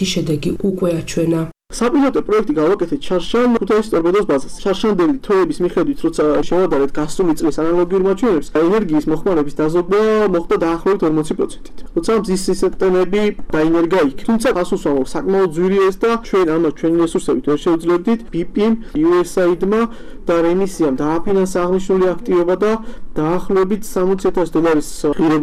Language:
Georgian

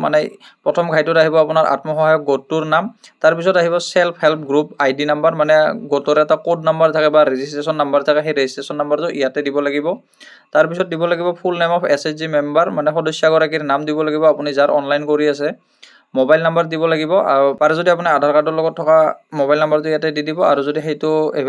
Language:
Assamese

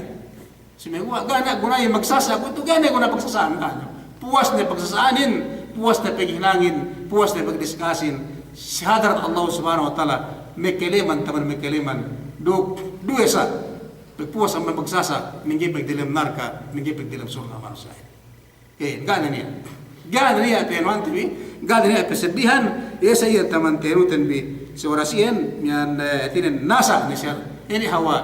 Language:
Yakan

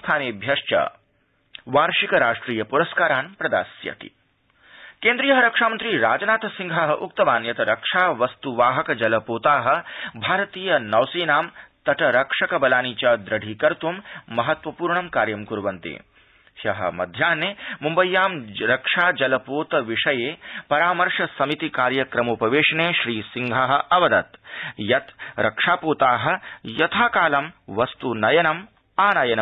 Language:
Sanskrit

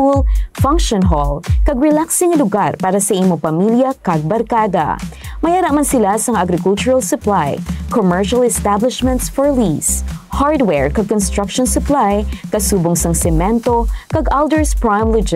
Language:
Hiligaynon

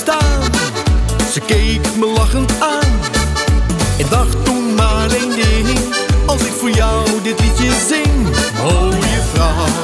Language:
Dutch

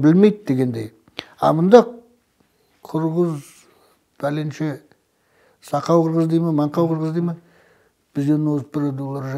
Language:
Kazakh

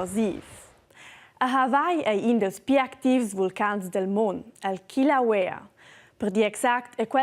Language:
Romansh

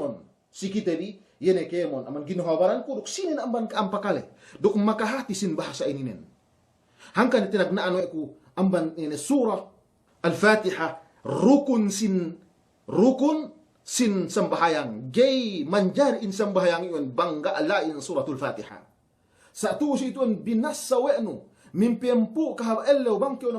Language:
Yakan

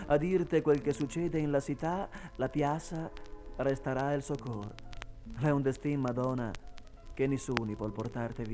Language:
Venetian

